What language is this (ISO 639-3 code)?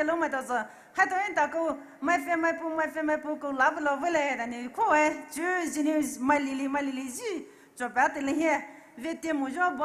pmx